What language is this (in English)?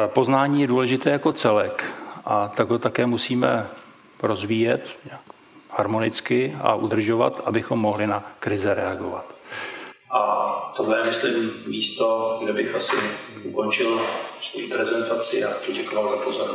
Czech